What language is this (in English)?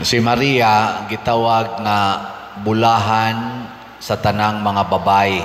Cebuano